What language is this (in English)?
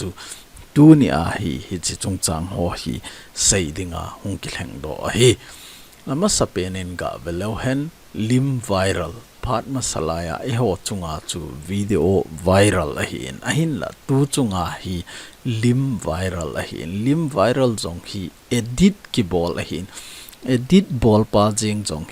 Thado Chin